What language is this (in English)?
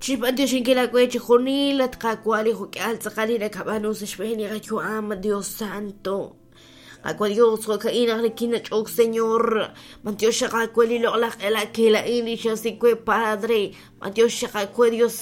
Kekchí